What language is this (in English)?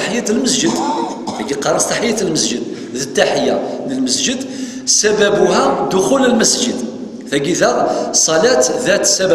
Kabyle